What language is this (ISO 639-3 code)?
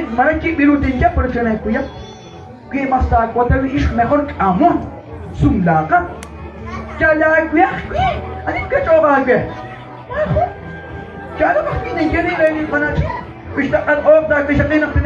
kek